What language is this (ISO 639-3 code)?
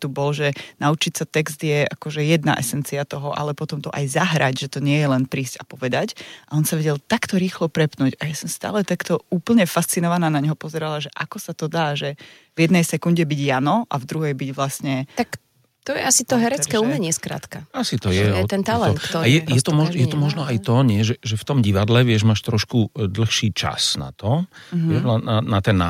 slk